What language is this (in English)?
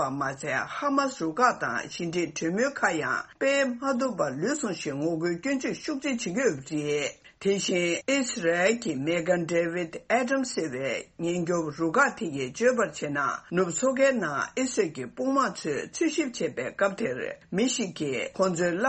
Tibetan